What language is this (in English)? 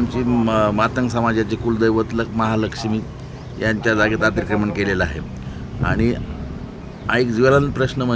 Marathi